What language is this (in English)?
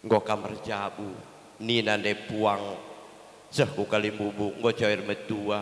Batak Karo